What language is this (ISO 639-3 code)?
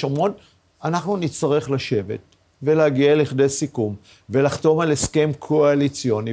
heb